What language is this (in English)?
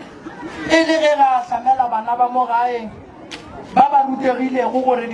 Northern Sotho